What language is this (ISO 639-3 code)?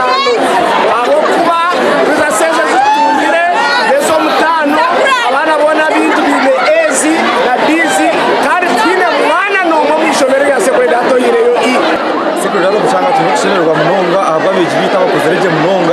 nyn